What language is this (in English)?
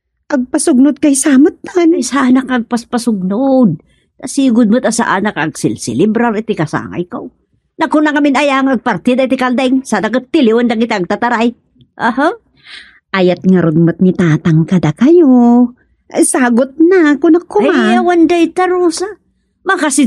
Iloko